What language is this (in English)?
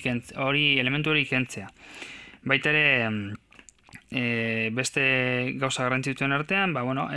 Basque